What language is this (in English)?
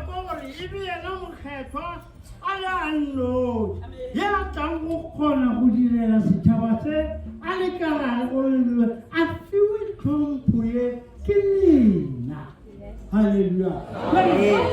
Northern Sotho